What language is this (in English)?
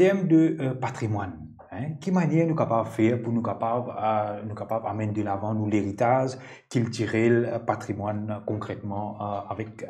Morisyen